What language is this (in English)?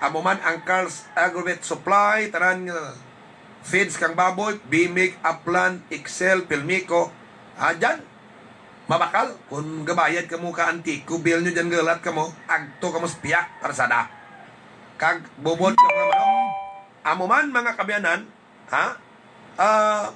Hiligaynon